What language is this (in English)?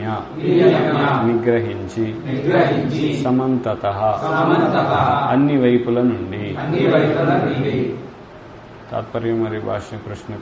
Telugu